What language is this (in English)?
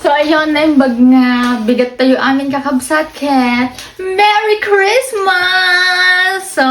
Iloko